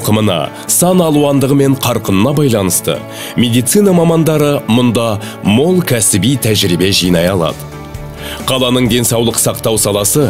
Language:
Kazakh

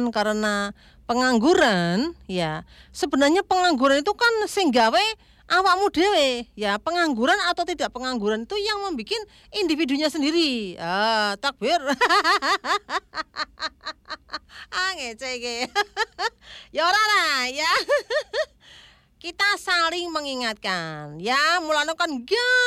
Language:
Indonesian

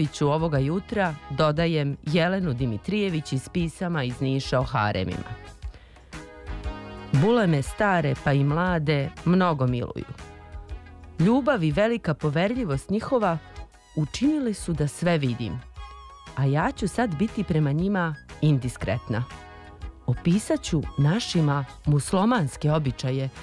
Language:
Serbian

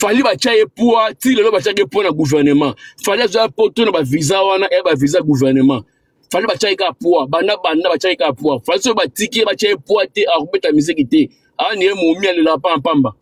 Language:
Lingala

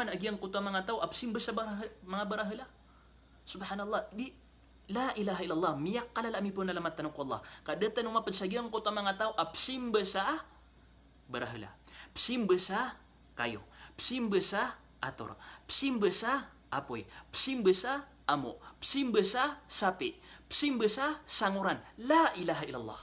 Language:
Maranao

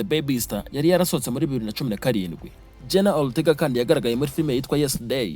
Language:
Kinyarwanda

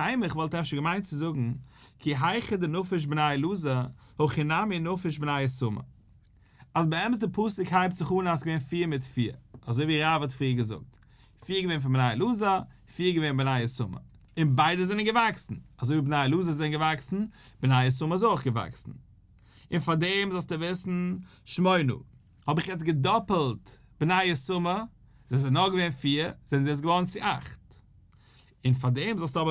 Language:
Yiddish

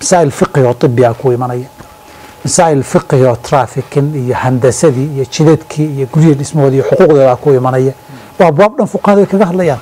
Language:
Somali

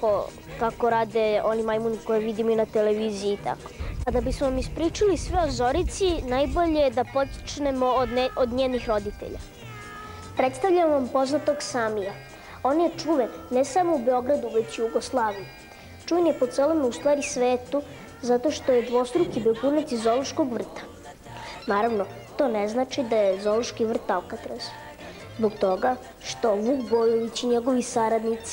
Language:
Serbian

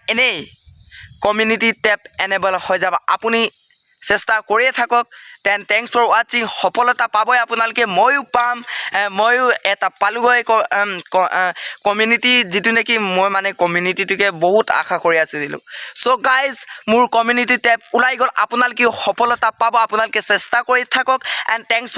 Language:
Assamese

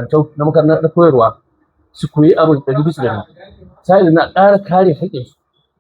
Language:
Hausa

